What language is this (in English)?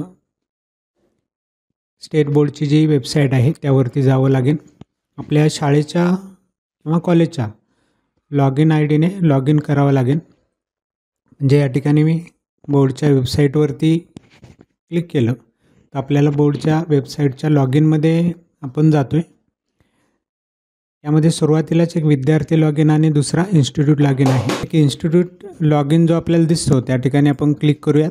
Marathi